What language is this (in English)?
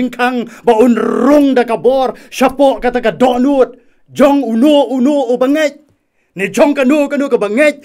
Khasi